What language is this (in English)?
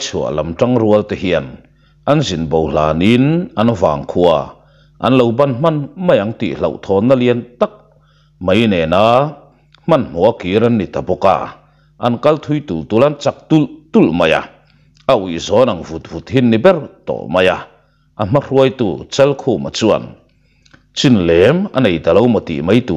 Mizo